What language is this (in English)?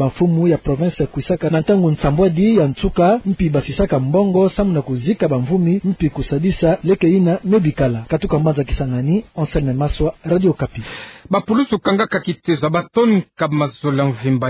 Kituba (Democratic Republic of Congo)